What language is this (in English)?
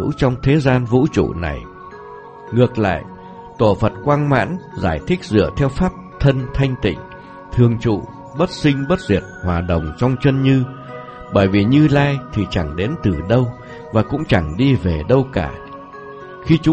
Vietnamese